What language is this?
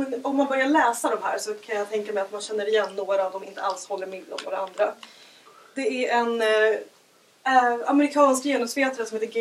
Swedish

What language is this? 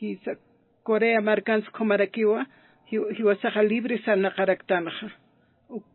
Aymara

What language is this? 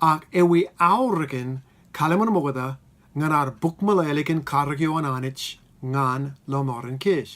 Marshallese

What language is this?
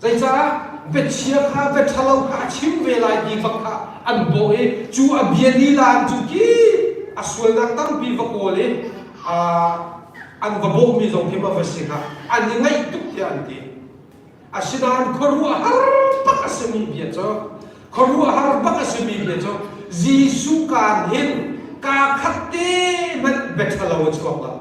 Hakha Chin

